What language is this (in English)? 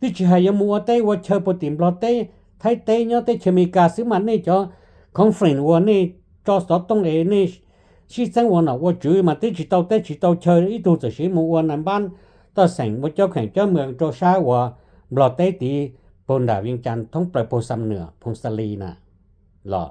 Hmong